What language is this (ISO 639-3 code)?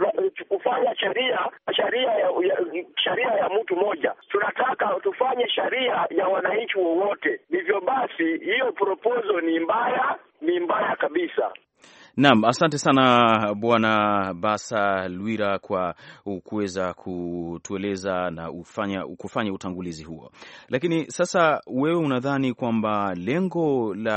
swa